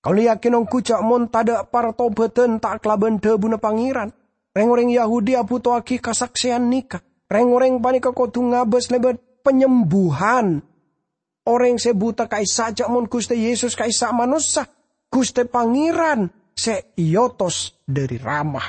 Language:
Madurese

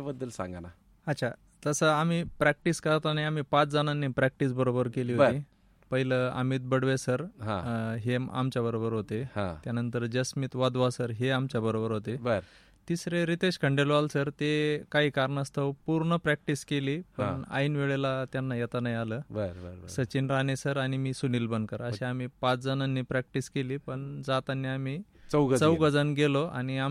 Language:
Marathi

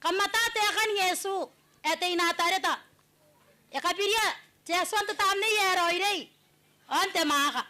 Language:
Gilbertese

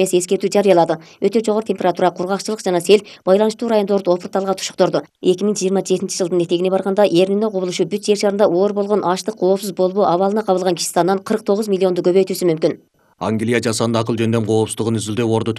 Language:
Kyrgyz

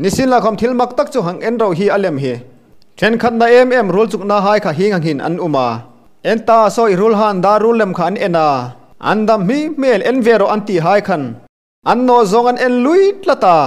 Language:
Hmar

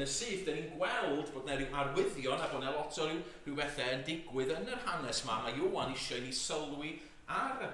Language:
Welsh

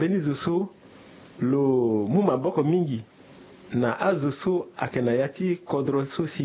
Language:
Sango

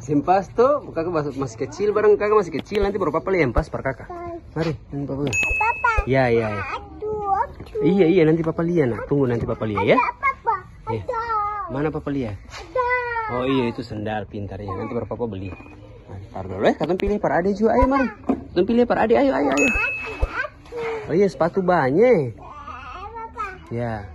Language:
Ambonese Malay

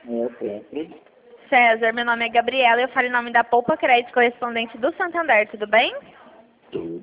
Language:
Portuguese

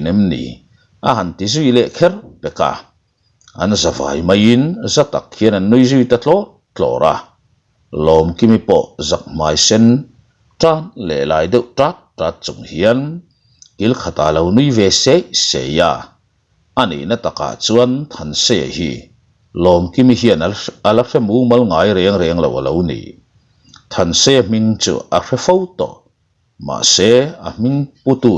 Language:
Mizo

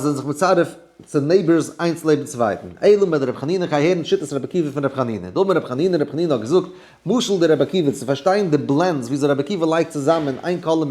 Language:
Yiddish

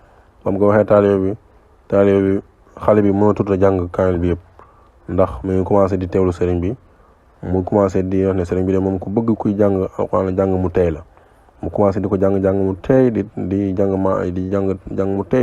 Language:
Wolof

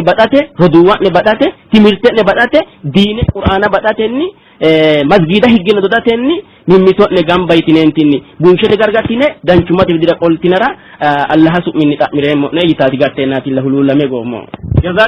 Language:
Sidamo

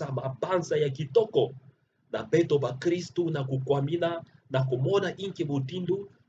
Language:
Kituba (Democratic Republic of Congo)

